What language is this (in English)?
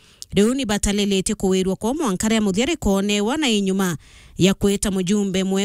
Meru